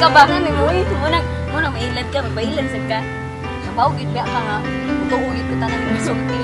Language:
Cebuano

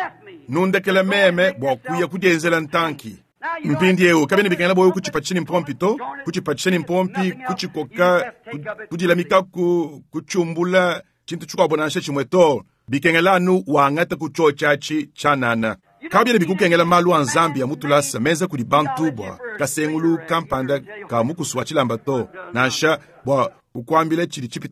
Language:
Luba-Lulua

